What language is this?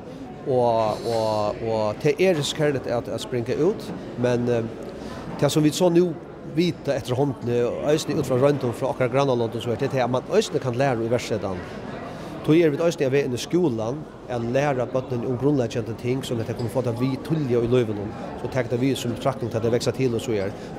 Faroese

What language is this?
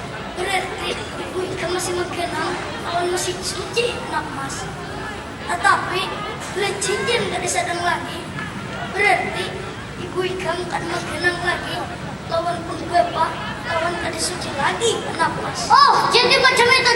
Banjar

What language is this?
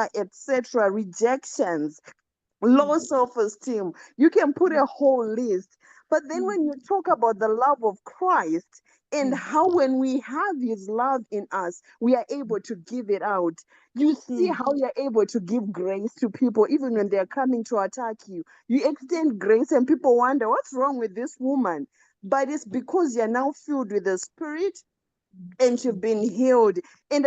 English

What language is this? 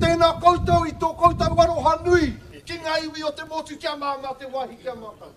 Māori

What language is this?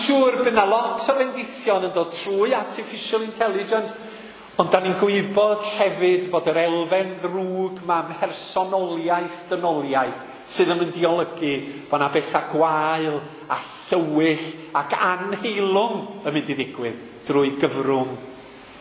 Welsh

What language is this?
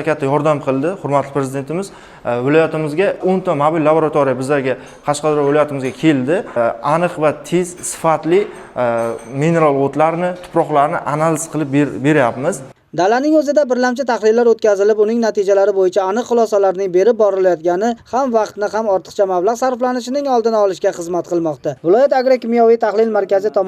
Uzbek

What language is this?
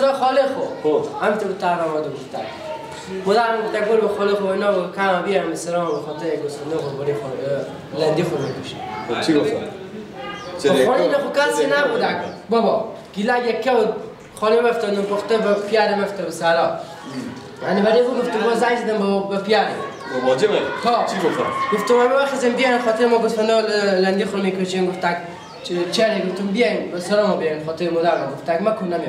Persian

